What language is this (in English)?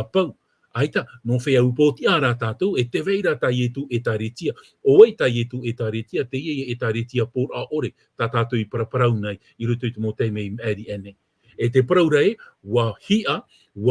Tahitian